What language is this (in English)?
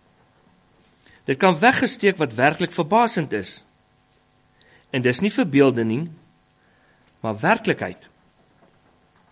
Afrikaans